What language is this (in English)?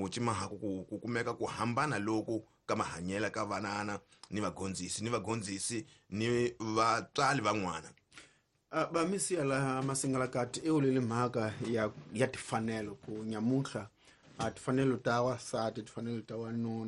Tsonga